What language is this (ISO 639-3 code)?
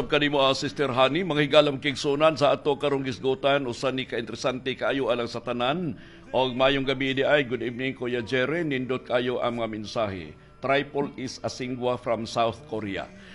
ceb